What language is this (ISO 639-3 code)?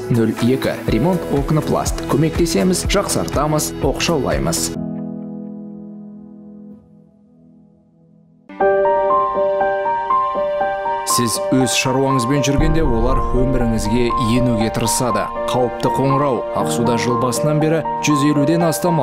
kaz